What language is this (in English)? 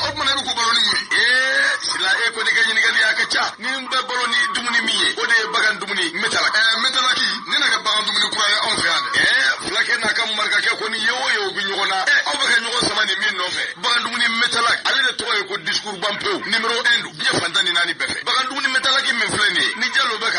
Bambara